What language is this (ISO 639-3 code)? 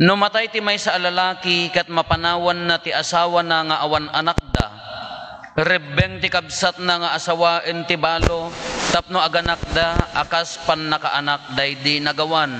ilo